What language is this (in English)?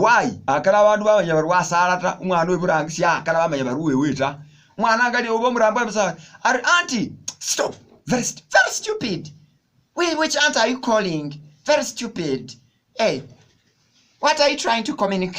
Masaaba